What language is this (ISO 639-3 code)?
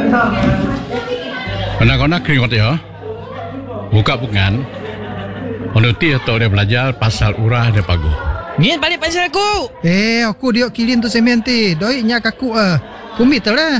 msa